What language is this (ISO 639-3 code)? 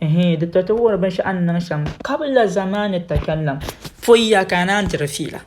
dag